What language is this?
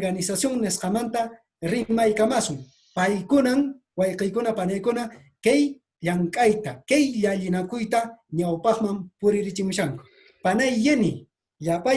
Quechua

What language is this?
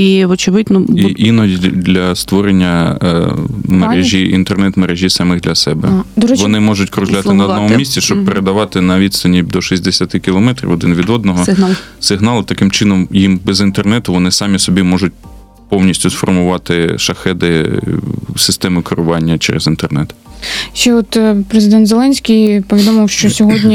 Ukrainian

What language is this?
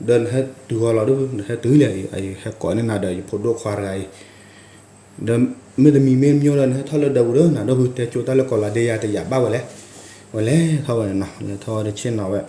S'gaw Karen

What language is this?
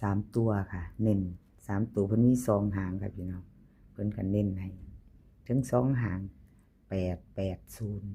Northeastern Thai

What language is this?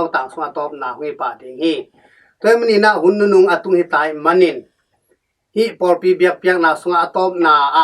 Tedim Chin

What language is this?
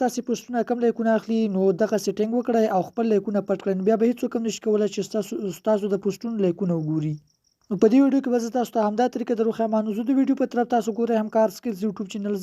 Pashto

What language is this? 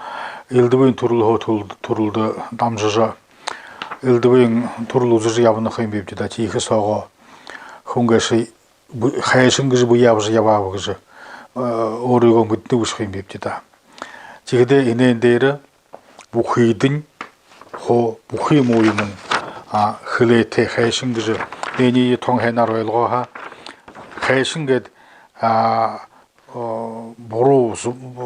Buriat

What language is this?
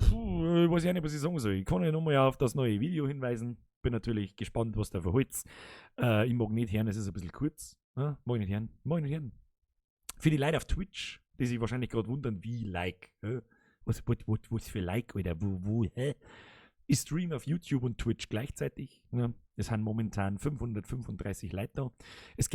Bavarian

